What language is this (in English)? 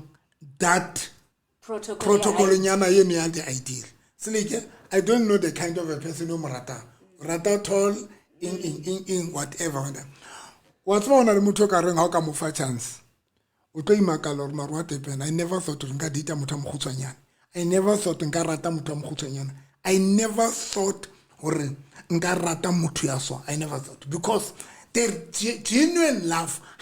Southern Sotho